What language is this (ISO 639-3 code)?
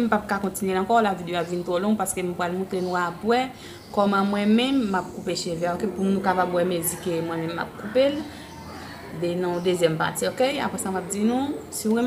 hat